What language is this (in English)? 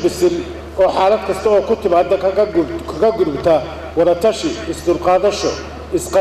Somali